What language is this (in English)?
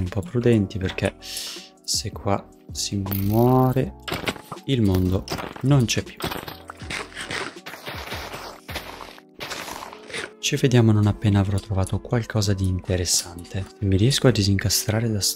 Italian